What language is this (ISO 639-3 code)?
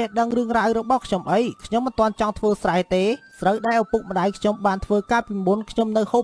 khm